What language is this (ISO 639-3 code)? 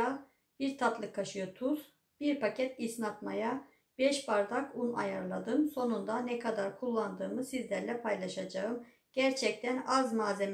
tur